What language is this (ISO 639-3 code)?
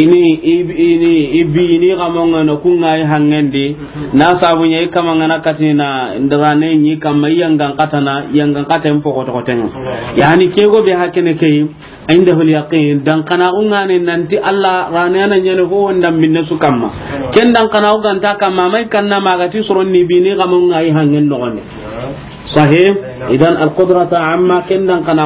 snk